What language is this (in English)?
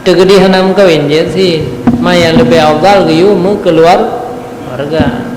Achinese